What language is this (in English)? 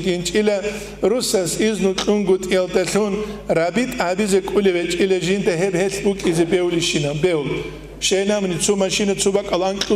Avaric